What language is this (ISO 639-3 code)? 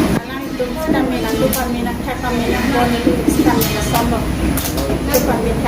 mjw